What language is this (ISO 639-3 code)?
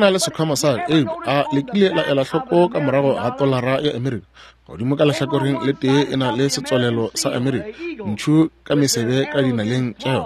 nso